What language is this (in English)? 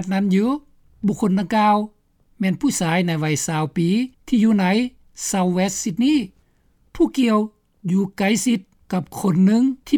Lao